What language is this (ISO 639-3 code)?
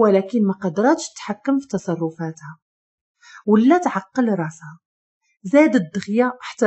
ary